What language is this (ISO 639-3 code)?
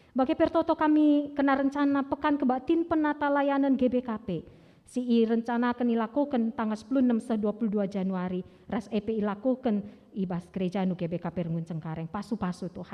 btx